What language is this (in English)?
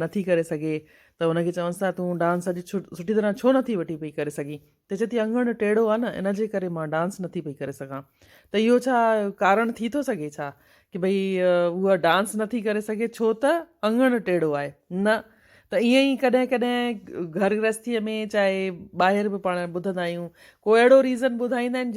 Sindhi